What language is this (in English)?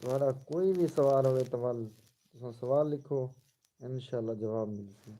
Saraiki